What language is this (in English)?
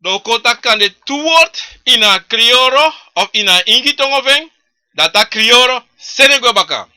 Sranan Tongo